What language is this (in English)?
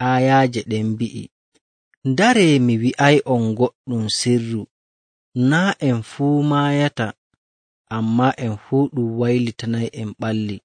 Nigerian Fulfulde